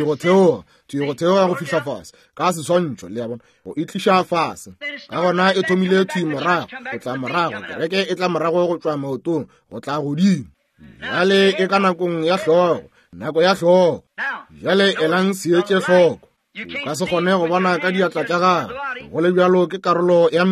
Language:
Northern Sotho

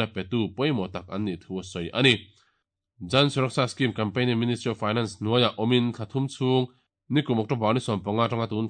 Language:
Mizo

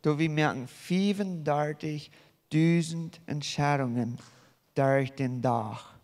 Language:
Plautdietsch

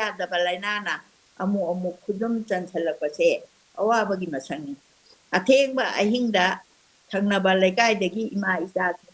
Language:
Manipuri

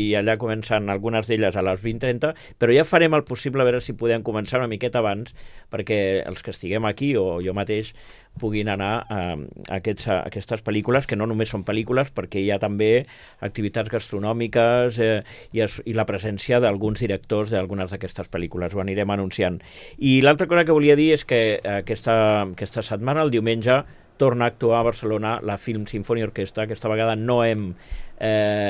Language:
Catalan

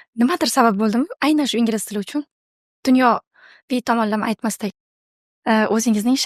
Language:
Uzbek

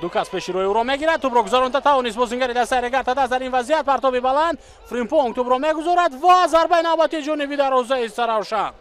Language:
Tajik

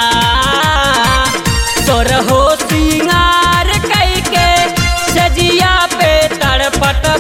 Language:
Bhojpuri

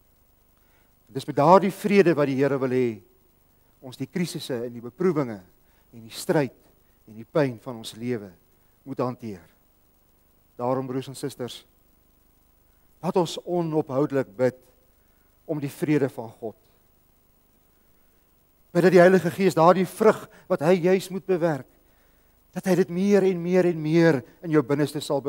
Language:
Afrikaans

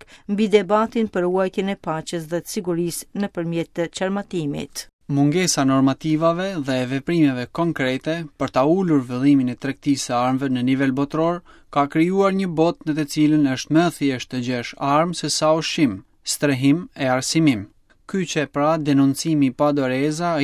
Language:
Albanian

